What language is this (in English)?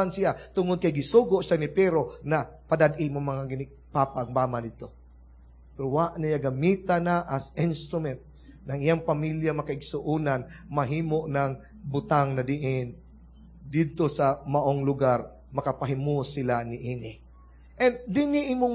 Cebuano